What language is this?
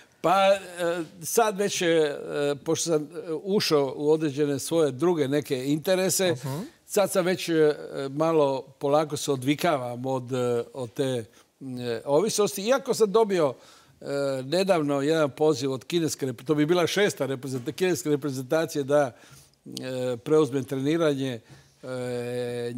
Croatian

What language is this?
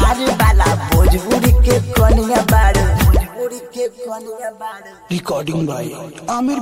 Bhojpuri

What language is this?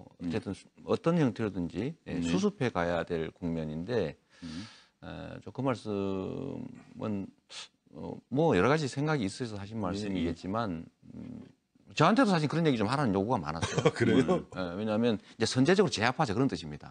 Korean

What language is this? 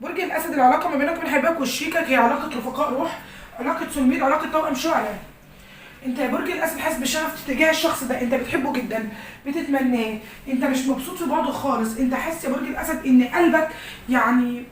Egyptian Arabic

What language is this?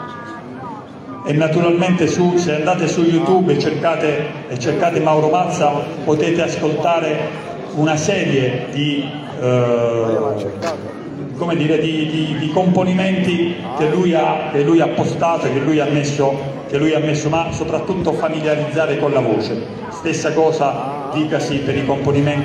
Italian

